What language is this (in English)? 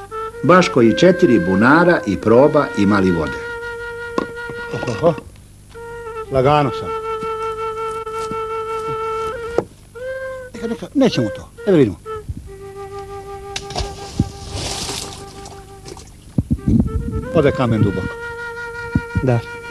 Serbian